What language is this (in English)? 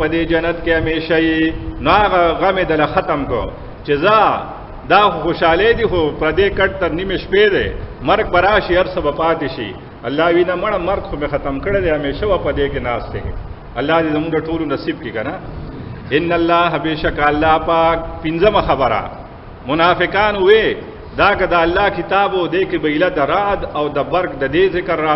Pashto